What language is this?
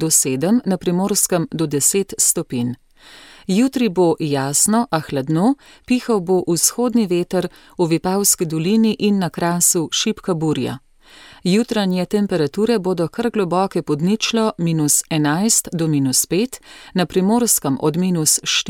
Slovenian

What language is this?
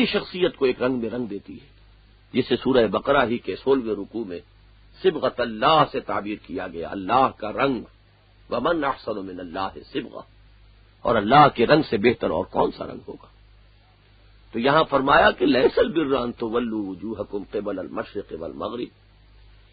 Urdu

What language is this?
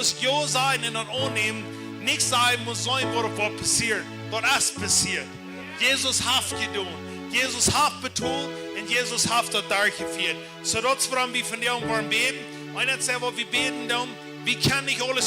Plautdietsch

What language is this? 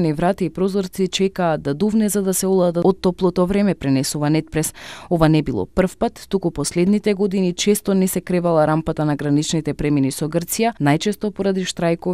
Macedonian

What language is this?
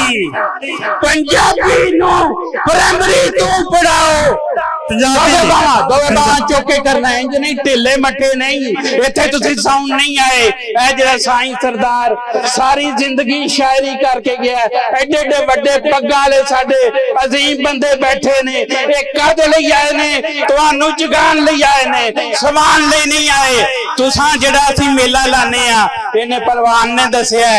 Western Panjabi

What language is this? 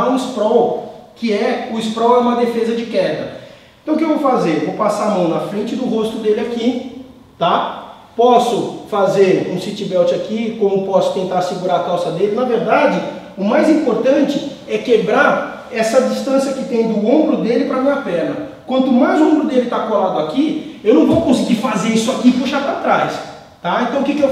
Portuguese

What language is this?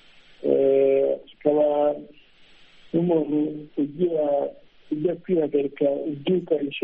Kinyarwanda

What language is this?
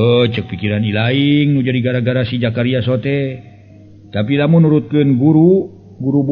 Sundanese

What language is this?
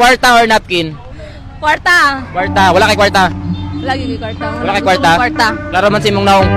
Cebuano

